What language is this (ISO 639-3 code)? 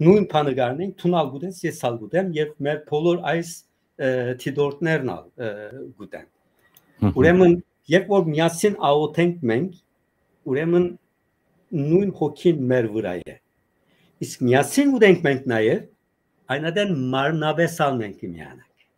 hyw